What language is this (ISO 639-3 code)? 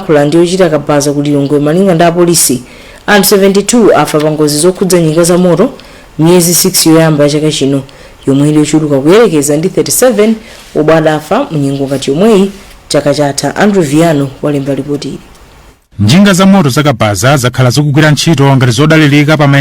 nya